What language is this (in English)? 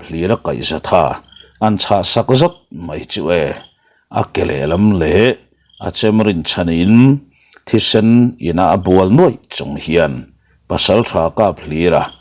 Mizo